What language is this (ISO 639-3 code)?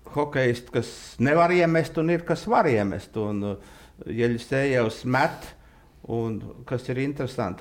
lav